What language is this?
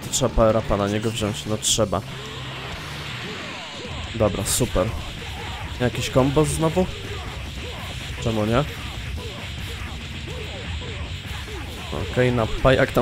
Polish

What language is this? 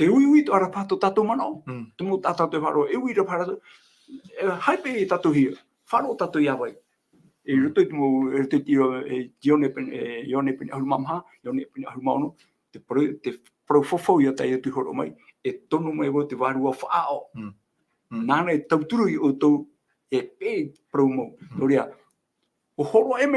Tahitian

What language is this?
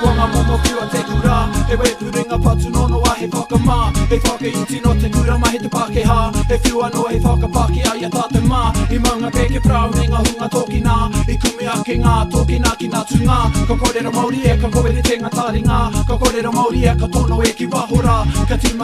Māori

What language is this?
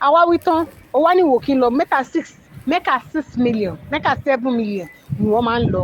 Yoruba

